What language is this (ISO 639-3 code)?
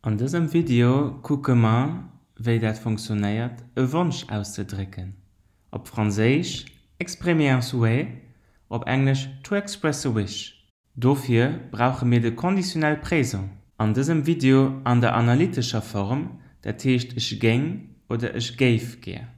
ltz